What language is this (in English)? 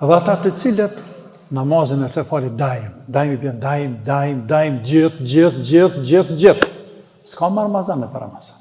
Albanian